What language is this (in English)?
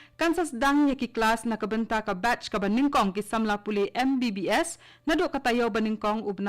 Khasi